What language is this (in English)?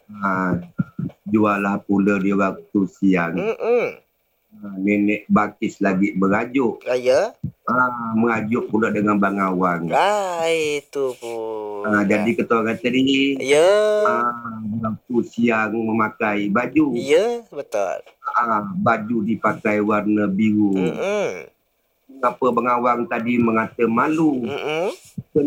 Malay